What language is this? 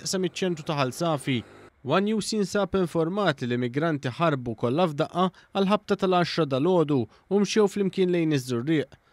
Maltese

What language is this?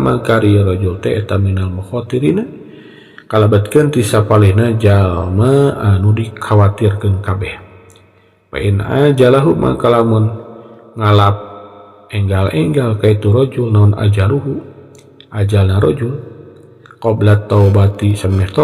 Sundanese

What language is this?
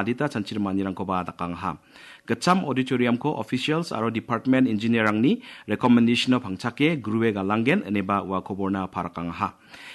Garo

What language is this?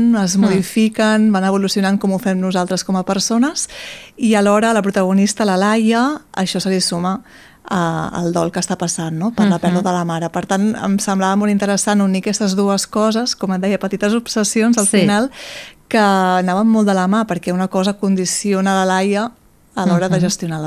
Catalan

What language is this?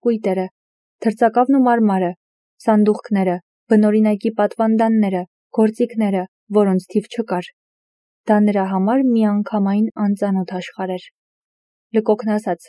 Armenian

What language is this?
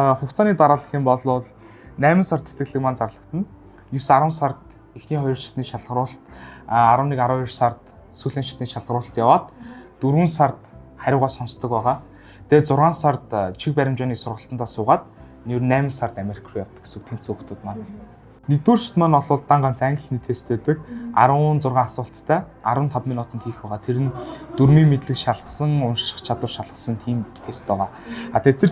Mongolian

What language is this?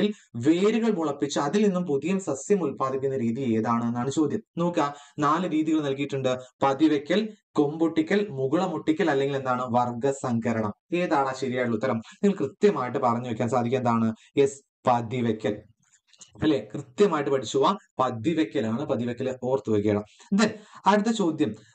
Malayalam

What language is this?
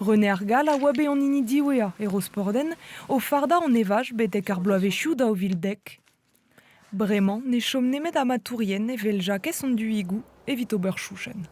Breton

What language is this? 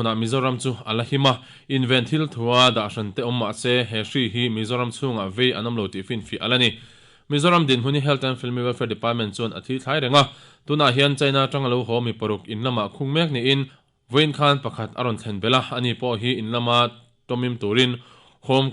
Mizo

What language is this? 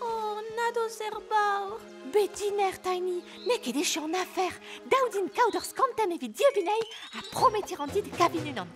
Breton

